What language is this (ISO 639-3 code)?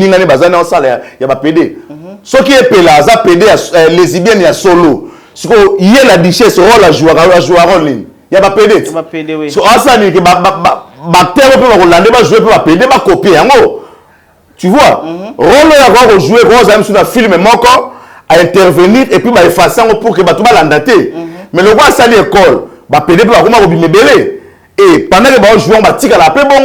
lin